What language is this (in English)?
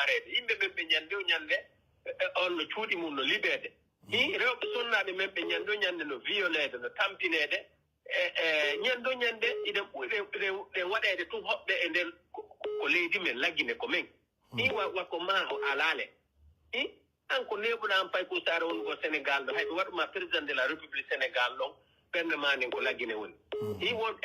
Pular